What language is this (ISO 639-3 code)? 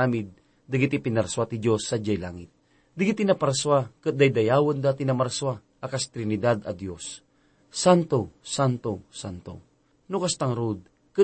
ilo